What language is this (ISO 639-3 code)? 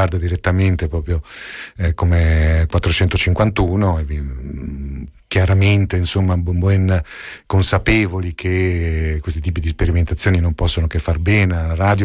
ita